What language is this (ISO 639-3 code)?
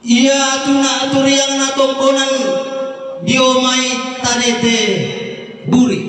sda